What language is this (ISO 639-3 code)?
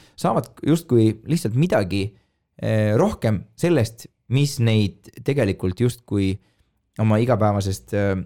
est